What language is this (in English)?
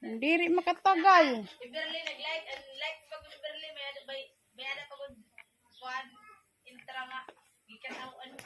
Waray